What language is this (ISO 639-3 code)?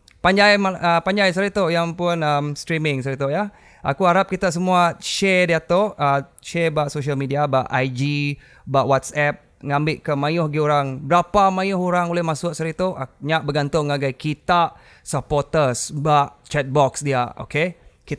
iba